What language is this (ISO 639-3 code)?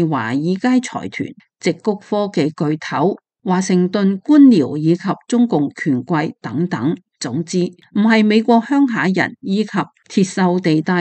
yue